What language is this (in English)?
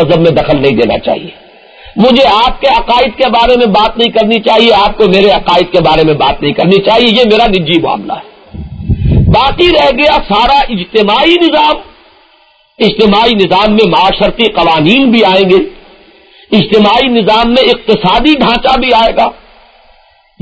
Urdu